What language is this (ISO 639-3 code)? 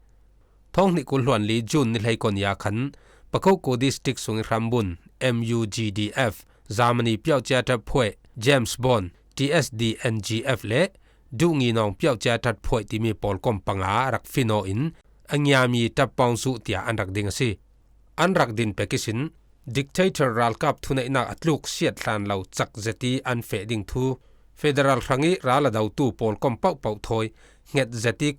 cfm